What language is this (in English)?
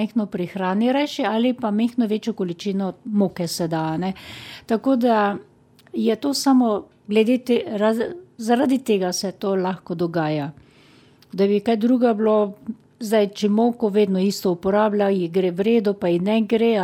Slovenian